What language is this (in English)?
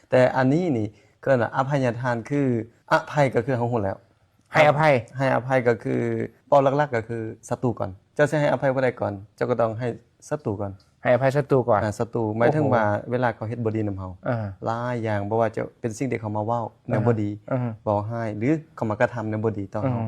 Lao